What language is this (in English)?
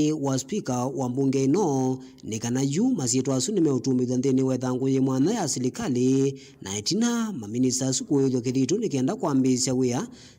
Kamba